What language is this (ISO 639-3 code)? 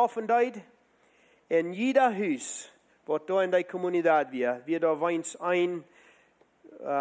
pdt